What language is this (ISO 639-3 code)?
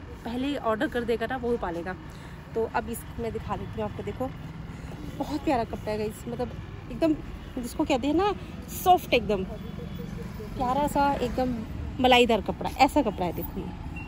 hin